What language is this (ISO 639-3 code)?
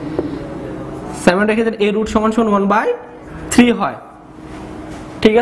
ben